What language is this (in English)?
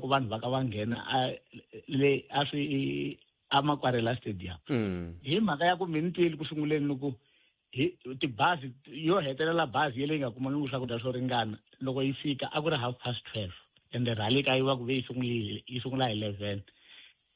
Tsonga